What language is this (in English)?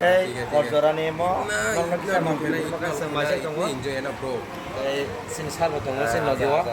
Kok Borok